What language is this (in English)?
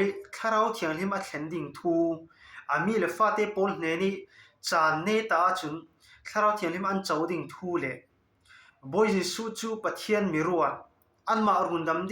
Falam Chin